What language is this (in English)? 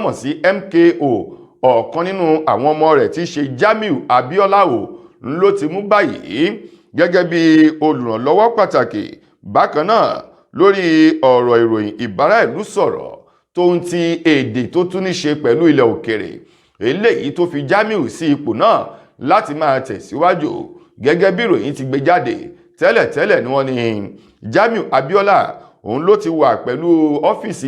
Yoruba